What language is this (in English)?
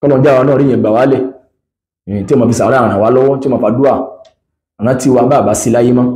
Yoruba